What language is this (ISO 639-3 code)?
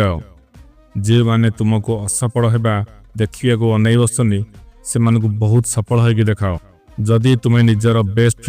ori